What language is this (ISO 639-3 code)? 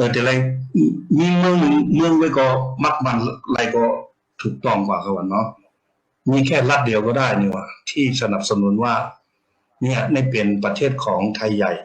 shn